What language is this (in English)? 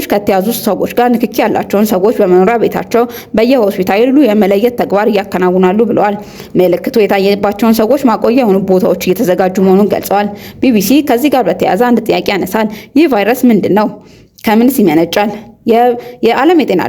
Amharic